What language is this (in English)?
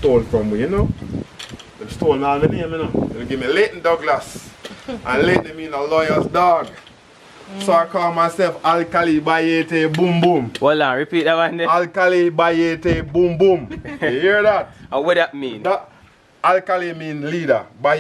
Jamaican Creole English